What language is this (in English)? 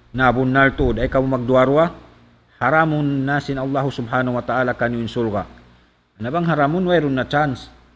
Tausug